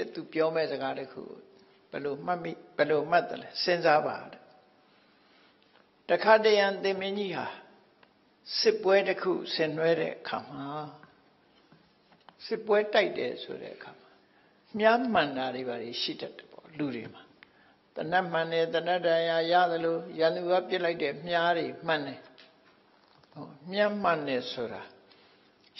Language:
Burmese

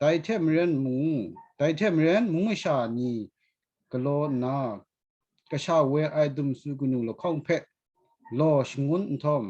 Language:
Kachin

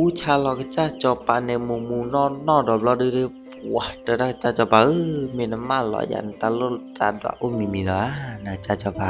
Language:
S'gaw Karen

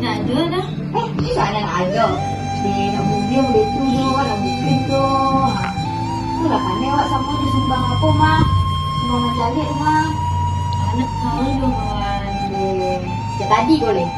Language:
Minangkabau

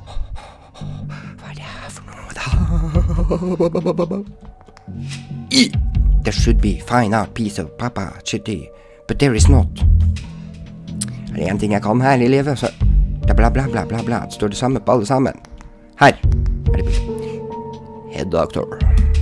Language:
Norwegian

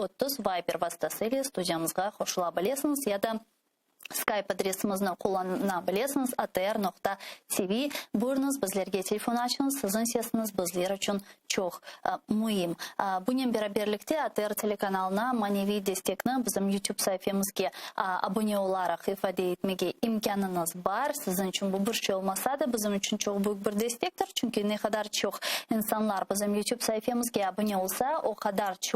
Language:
Crimean Tatar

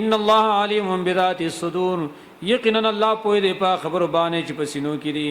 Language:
Pashto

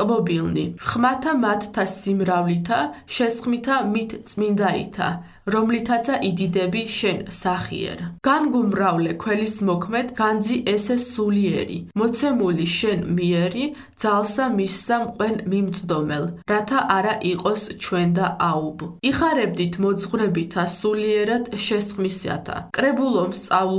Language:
Georgian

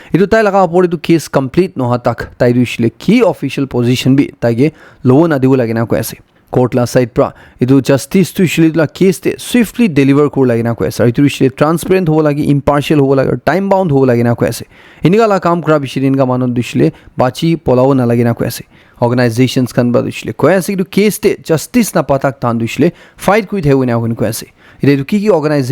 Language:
Naga Pidgin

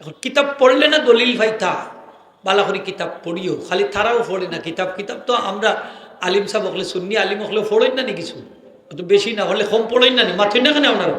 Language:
Sylheti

